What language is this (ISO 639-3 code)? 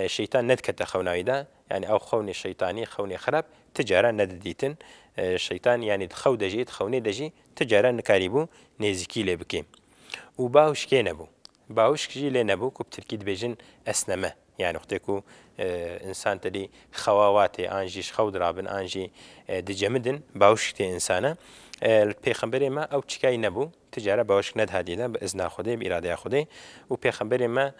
kur